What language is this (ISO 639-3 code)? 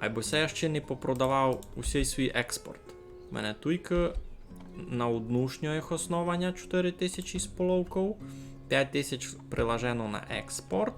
rue